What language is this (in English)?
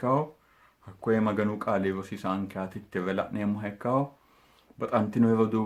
Sidamo